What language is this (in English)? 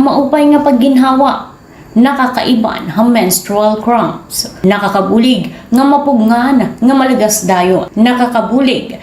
Waray